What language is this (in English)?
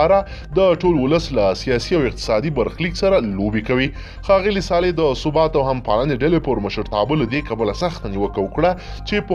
Pashto